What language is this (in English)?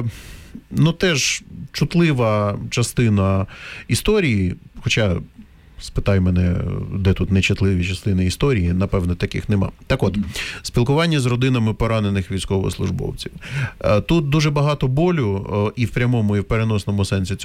Ukrainian